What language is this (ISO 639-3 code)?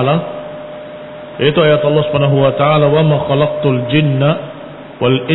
ind